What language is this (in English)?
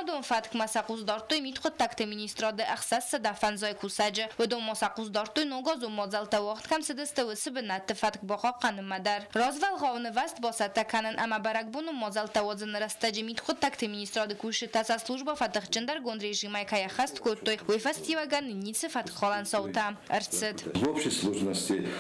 Ossetic